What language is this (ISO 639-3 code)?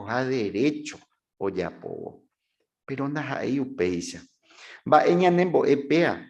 grn